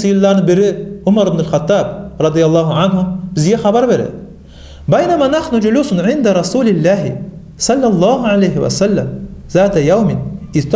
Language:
Kumyk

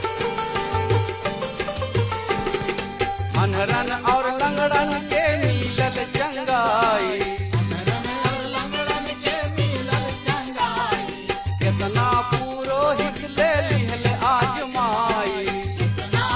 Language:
Bhojpuri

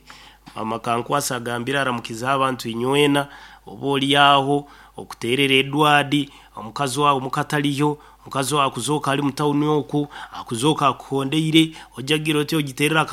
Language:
Nyankole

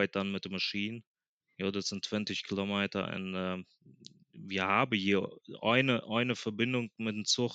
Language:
Plautdietsch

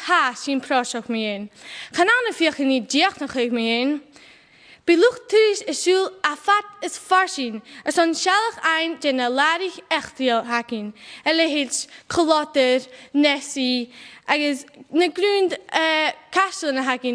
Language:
Scottish Gaelic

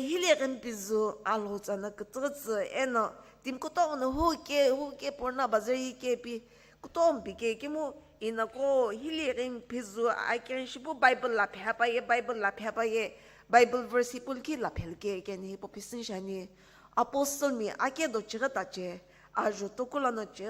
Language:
Sumi Naga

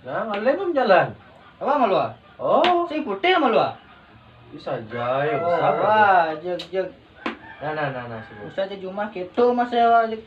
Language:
Balinese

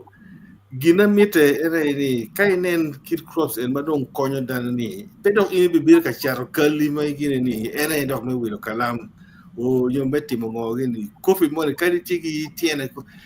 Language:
Acoli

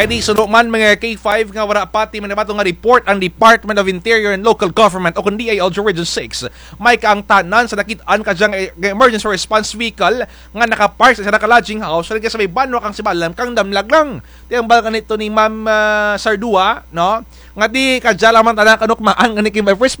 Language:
Kinaray-a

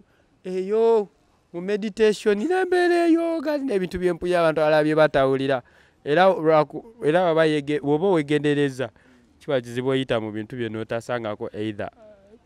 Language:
Ganda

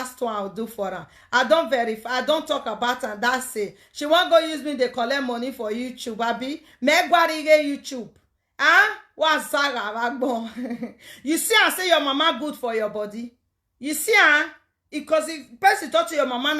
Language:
Nigerian Pidgin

